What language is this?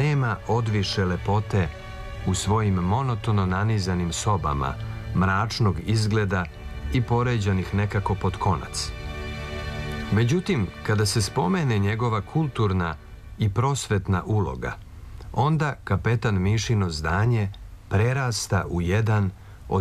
Serbian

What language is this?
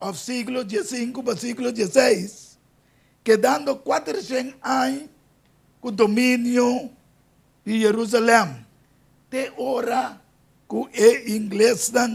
Papiamento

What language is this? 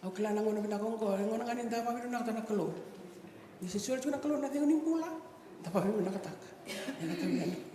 Fijian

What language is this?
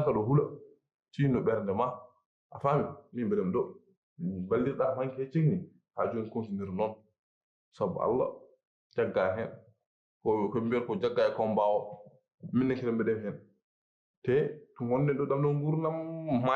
Fula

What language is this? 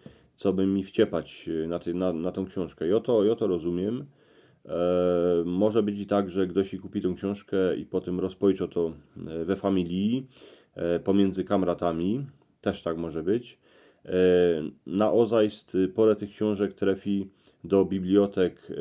Silesian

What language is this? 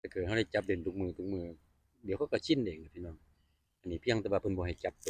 Northeastern Thai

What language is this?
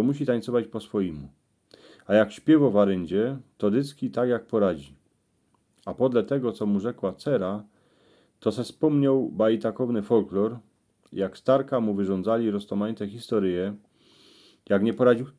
Silesian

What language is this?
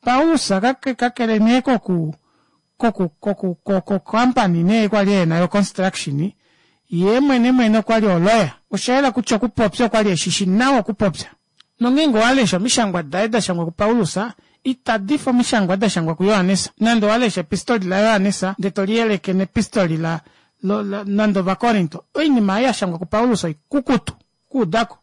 Kuanyama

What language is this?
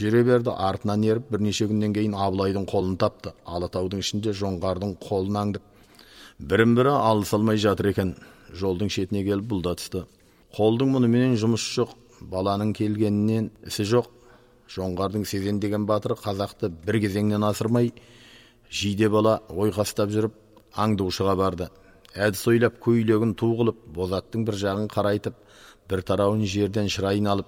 Kazakh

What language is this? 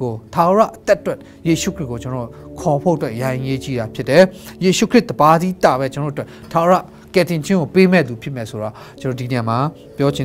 Burmese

